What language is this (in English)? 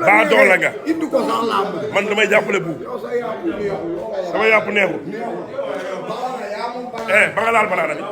Wolof